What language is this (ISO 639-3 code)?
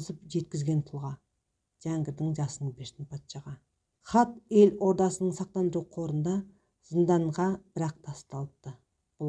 kaz